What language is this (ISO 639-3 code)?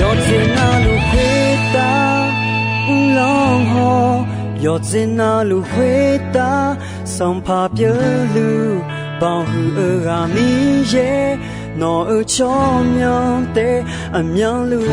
ahk